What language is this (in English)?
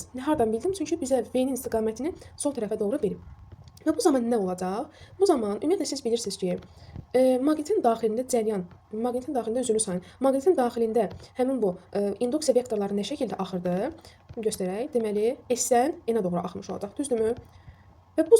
Azerbaijani